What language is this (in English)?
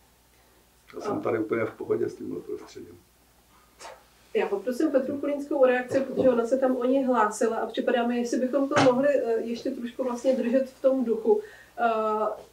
Czech